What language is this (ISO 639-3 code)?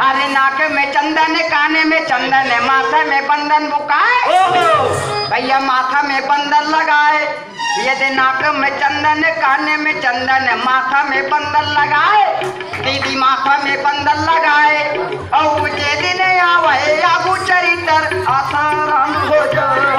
hne